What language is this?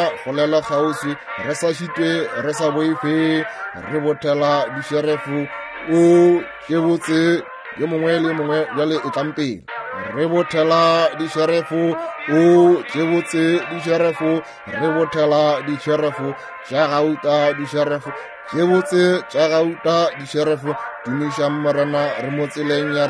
Northern Sotho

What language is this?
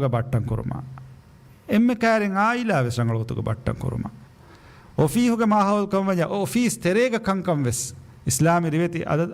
Divehi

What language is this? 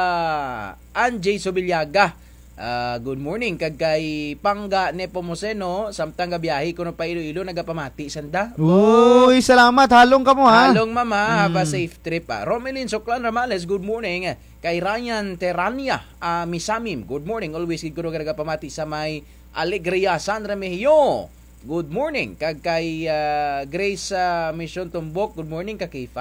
Kinaray-a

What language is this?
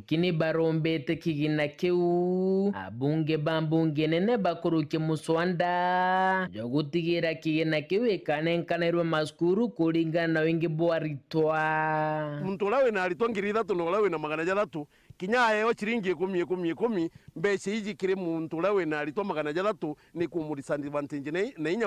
Meru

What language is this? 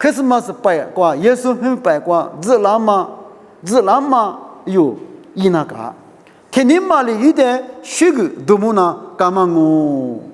Lisu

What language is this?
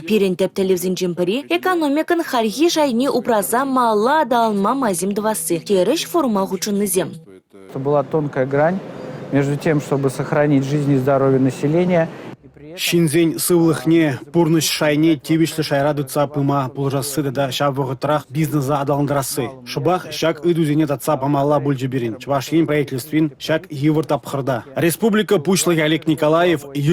Chuvash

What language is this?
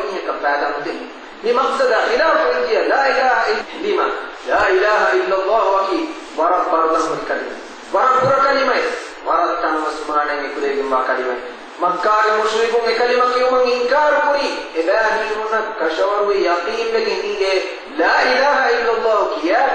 Divehi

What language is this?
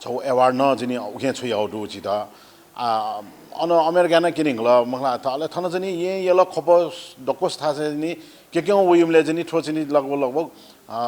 Newari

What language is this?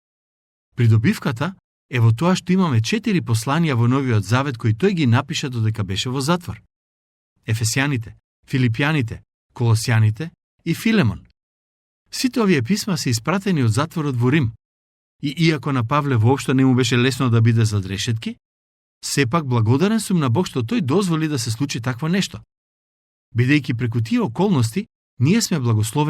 Macedonian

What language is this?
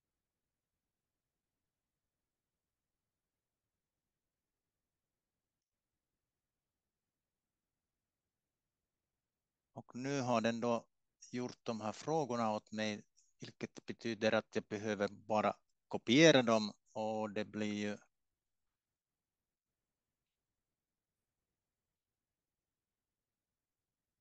Swedish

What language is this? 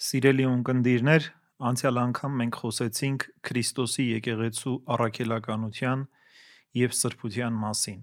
Armenian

